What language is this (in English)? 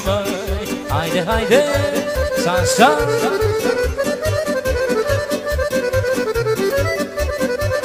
Romanian